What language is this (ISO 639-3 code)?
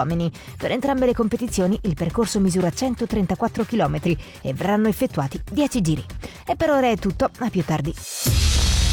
ita